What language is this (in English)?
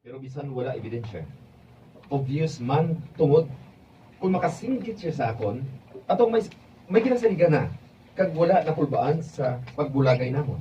Hiligaynon